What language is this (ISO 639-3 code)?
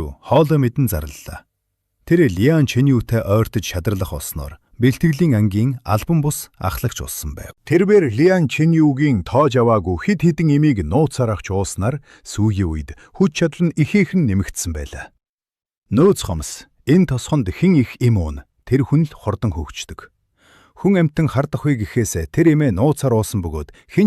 mon